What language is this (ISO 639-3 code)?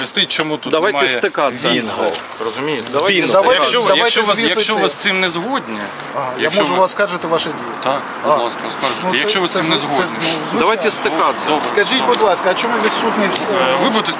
ukr